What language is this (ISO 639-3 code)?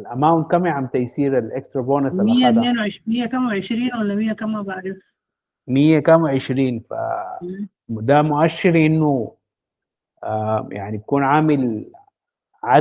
apd